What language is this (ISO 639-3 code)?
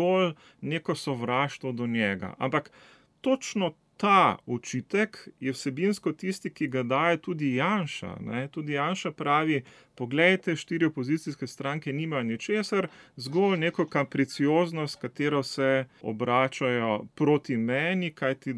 slv